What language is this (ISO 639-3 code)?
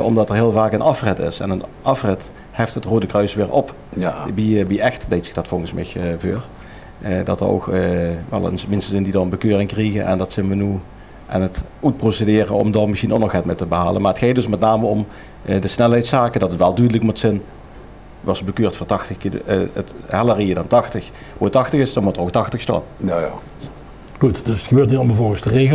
lim